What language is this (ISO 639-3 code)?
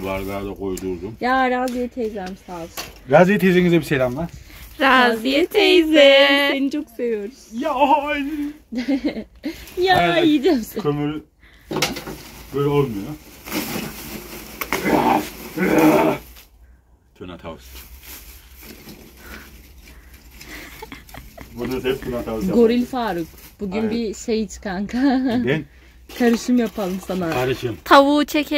tur